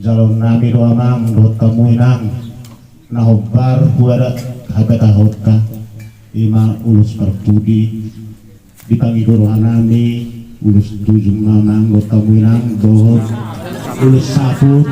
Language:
Batak Toba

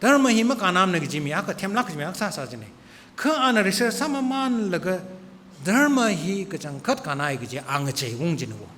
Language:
Tangkhul Naga (India)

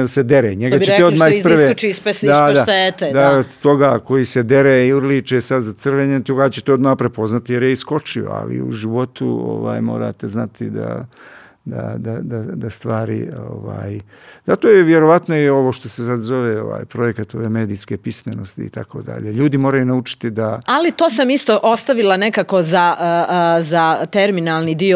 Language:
Serbian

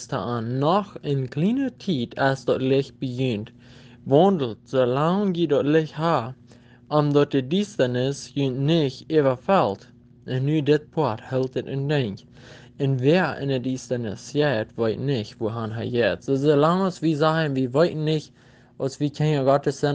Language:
Plautdietsch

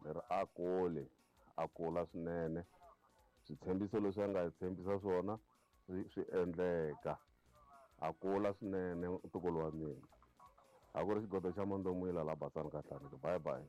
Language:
Tsonga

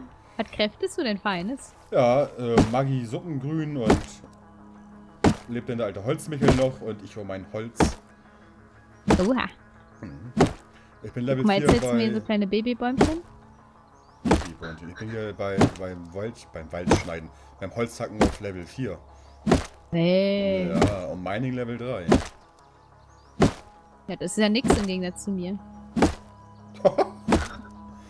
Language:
German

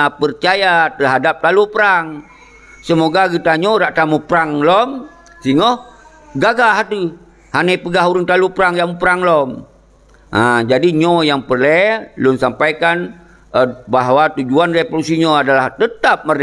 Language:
Achinese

